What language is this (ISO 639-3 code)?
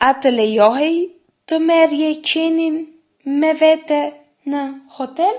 sqi